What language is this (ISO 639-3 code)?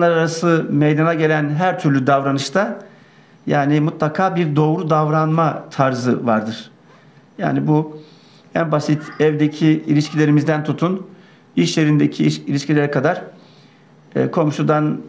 tur